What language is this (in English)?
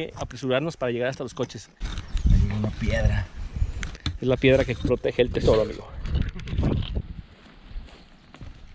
Spanish